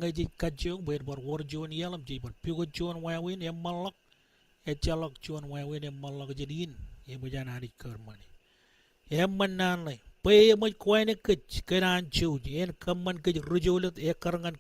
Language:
Marshallese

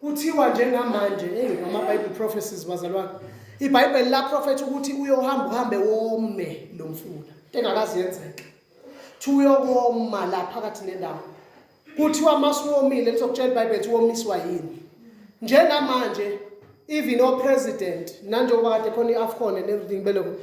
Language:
Zulu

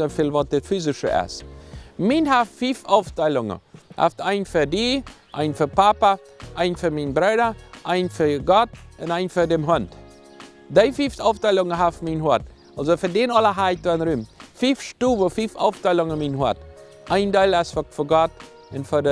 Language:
Plautdietsch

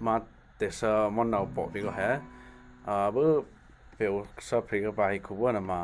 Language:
Western Kayah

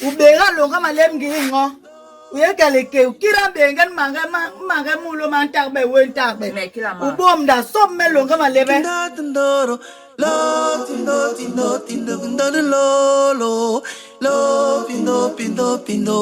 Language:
Basaa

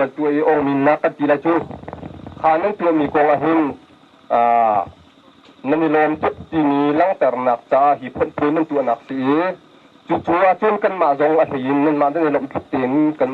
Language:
Hakha Chin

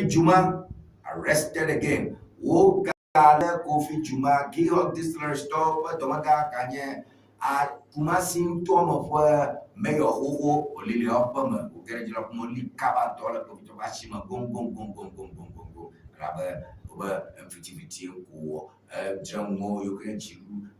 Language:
Ewe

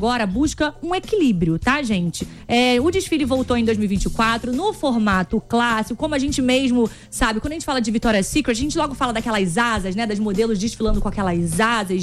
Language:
Portuguese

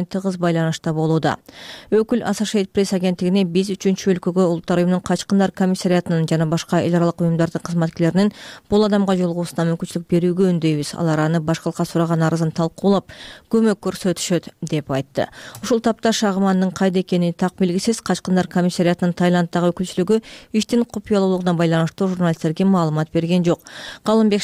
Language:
Kyrgyz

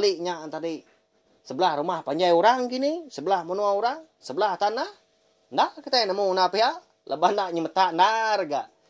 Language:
Iban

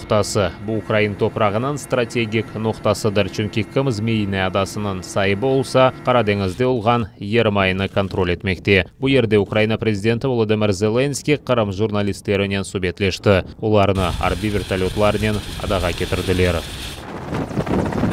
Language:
Crimean Tatar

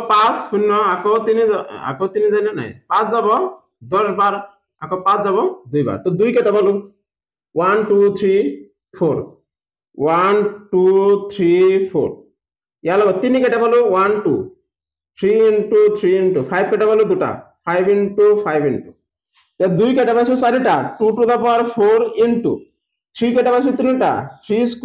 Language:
Assamese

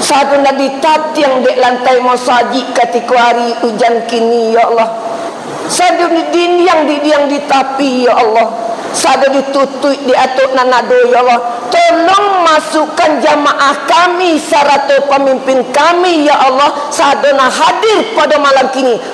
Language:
Minangkabau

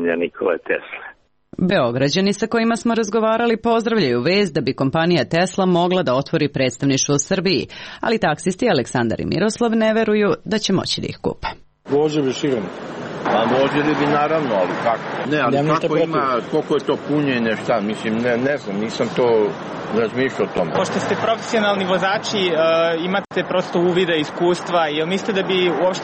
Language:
Serbian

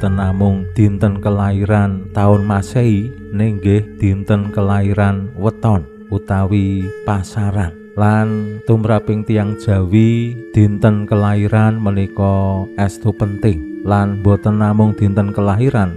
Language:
Javanese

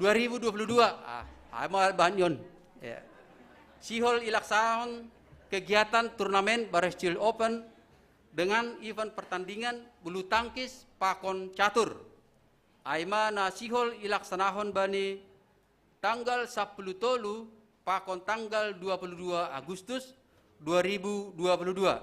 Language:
Batak Simalungun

